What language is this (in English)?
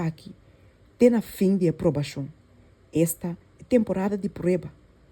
Papiamento